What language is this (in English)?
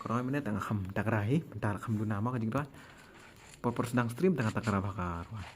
Khasi